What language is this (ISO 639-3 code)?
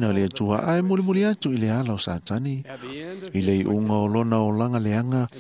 smo